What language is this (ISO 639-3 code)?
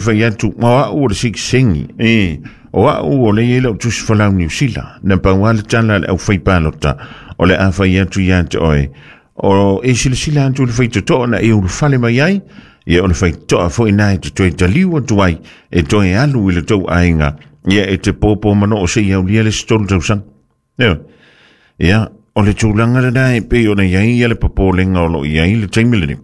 smo